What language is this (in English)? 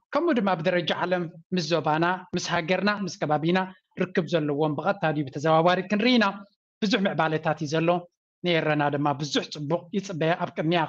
Tigrinya